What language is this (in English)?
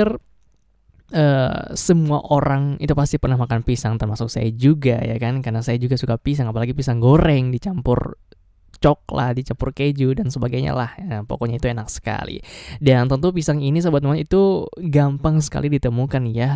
Indonesian